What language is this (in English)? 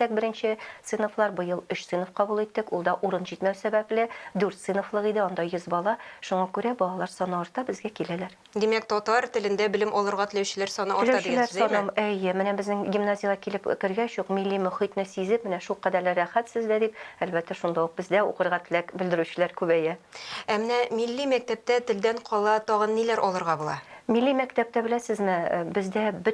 Tatar